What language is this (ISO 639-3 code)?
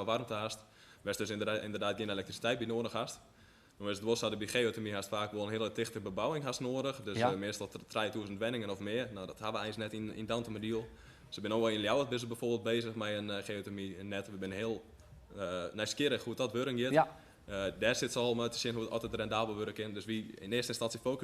fry